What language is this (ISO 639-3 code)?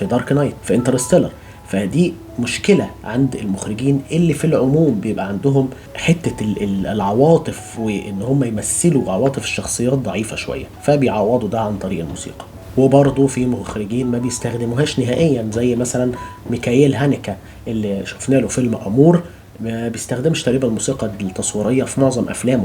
arz